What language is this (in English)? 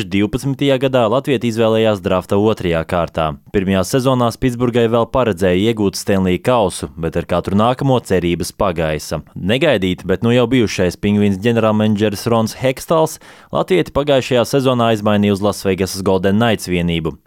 Latvian